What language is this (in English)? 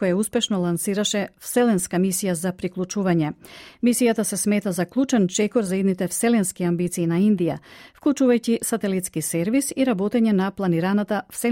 Macedonian